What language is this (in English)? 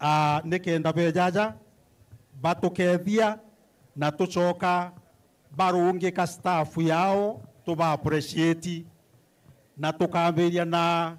Meru